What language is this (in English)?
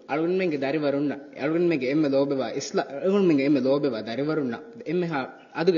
Divehi